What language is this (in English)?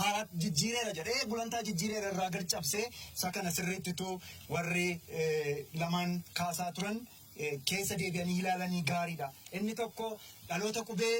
Oromo